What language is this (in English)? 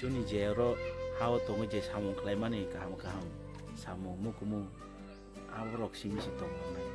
Kok Borok